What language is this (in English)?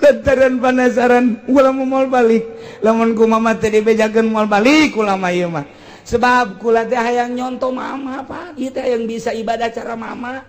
Sundanese